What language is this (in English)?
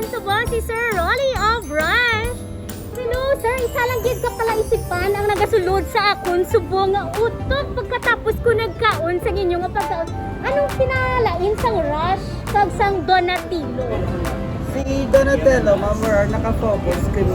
Hiligaynon